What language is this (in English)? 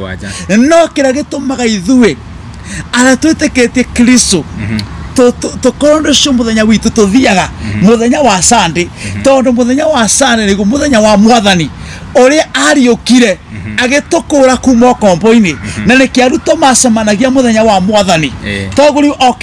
Kikuyu